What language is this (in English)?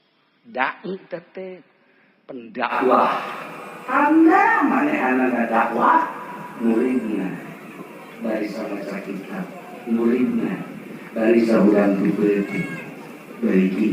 Sundanese